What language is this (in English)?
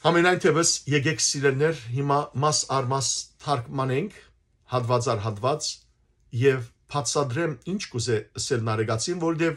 Western Armenian